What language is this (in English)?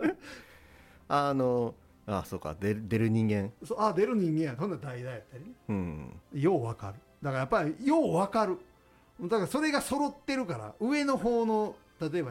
Japanese